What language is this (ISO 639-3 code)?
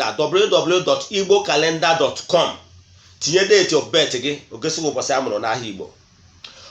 ibo